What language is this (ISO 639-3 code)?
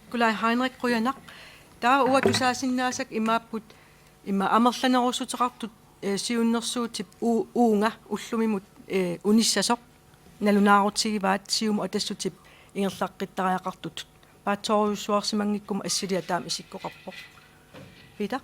kal